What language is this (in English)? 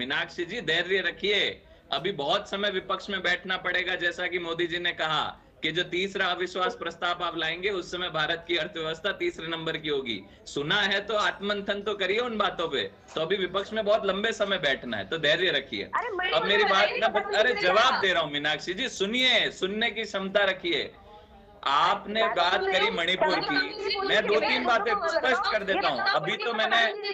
Hindi